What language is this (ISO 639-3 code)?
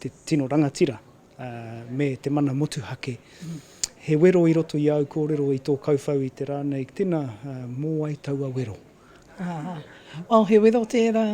mri